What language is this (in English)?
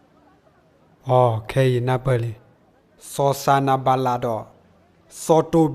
S'gaw Karen